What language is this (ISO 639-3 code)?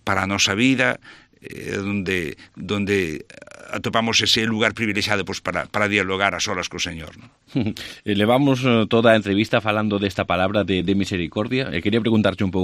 glg